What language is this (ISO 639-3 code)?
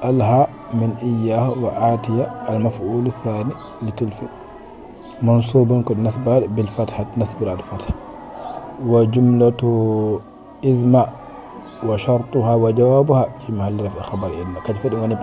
ful